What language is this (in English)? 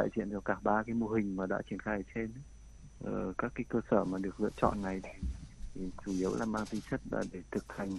Vietnamese